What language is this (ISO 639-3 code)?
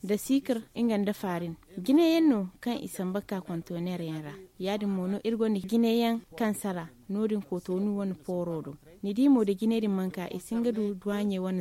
dje